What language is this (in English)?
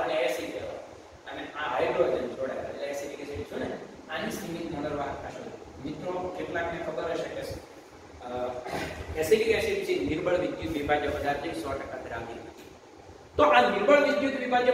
Gujarati